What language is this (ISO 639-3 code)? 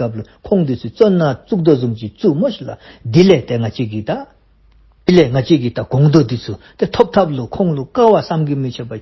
dzo